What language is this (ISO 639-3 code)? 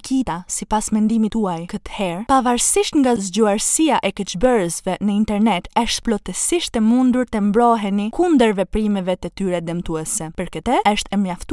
sqi